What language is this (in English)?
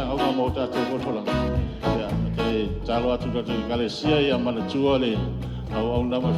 Samoan